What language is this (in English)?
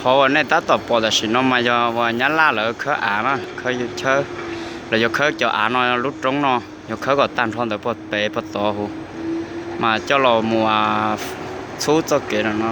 Hmong